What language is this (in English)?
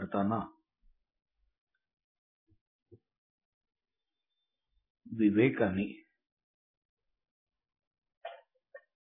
Marathi